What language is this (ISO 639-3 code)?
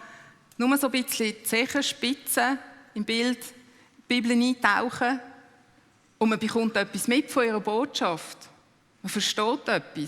gsw